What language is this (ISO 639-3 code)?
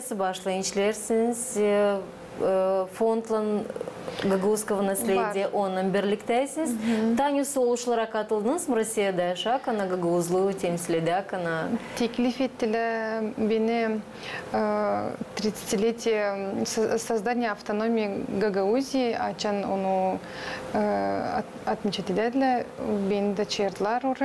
gag